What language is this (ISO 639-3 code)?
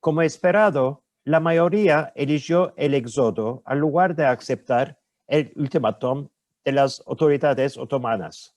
lad